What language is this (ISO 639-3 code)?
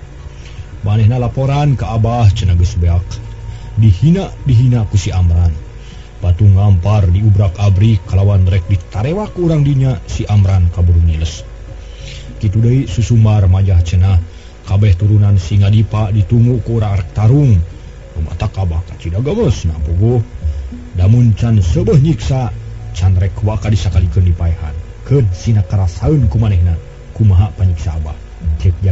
sun